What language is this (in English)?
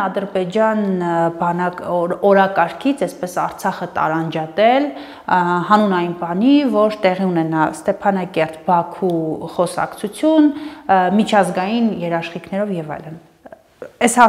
Armenian